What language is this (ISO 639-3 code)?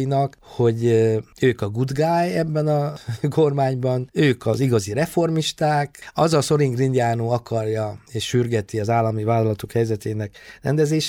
hun